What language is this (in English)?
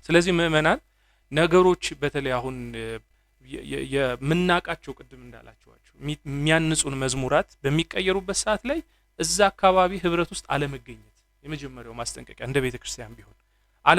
Amharic